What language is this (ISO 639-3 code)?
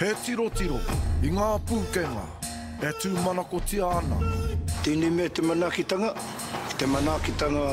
mri